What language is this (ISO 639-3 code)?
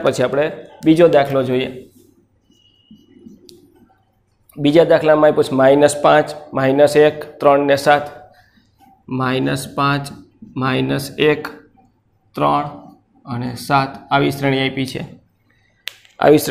guj